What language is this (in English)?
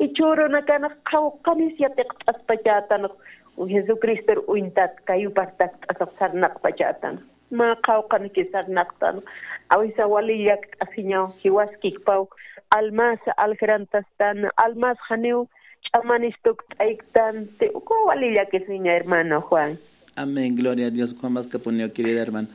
Aymara